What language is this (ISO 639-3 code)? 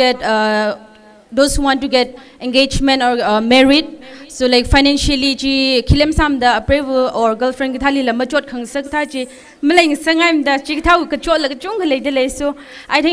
nmf